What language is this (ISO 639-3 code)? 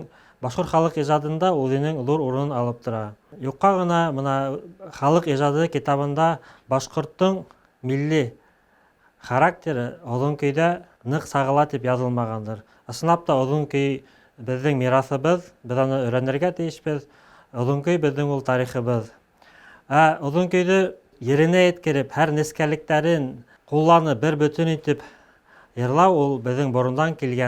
bak